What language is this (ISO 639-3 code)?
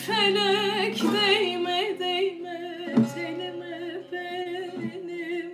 tur